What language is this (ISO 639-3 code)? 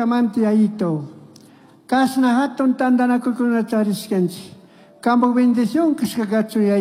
qug